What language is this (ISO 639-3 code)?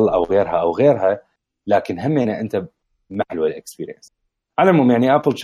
acm